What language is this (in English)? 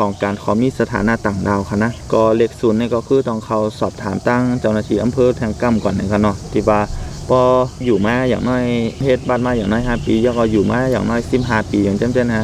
Shan